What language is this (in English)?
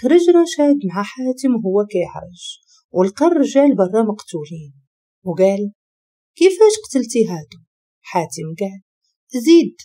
Moroccan Arabic